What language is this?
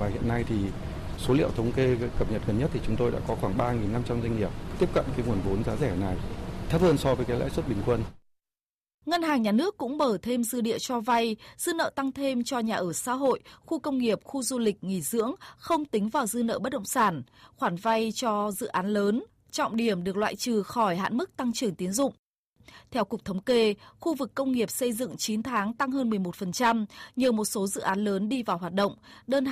Vietnamese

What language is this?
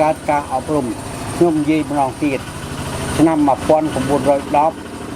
Khmer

